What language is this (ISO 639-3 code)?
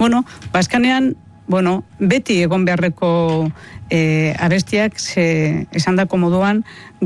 eus